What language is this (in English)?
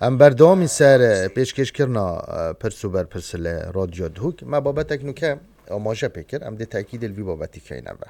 Kurdish